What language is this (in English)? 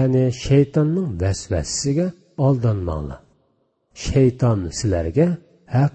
Uyghur